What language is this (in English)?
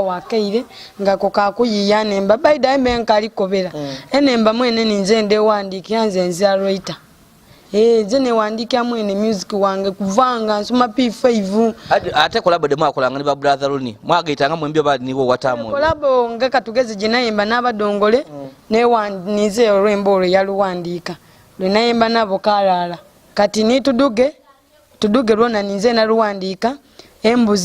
Soga